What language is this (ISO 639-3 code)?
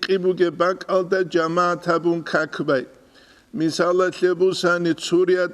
ava